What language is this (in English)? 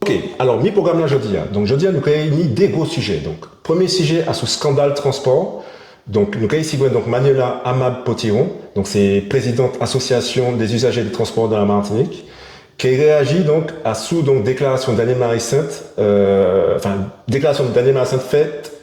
Guadeloupean Creole French